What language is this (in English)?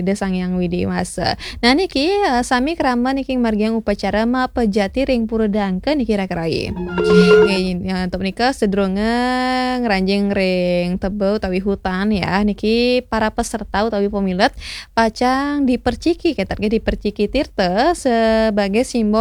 Balinese